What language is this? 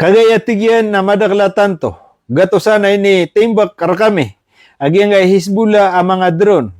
Maranao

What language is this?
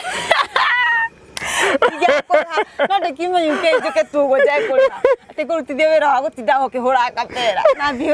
Kikuyu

